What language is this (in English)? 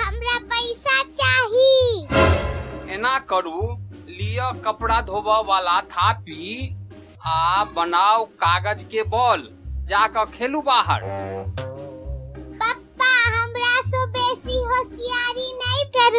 Maithili